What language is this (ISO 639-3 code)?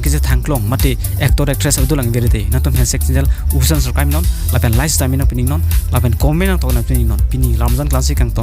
mjw